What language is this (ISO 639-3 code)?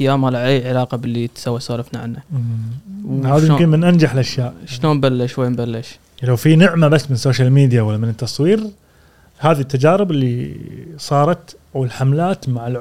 afb